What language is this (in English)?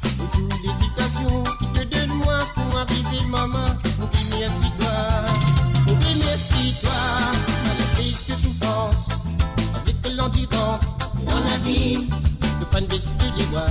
Morisyen